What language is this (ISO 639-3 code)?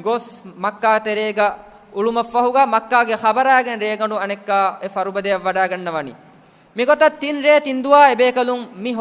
div